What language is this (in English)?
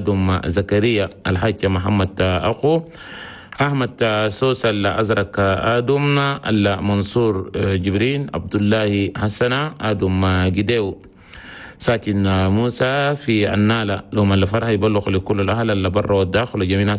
Chadian Arabic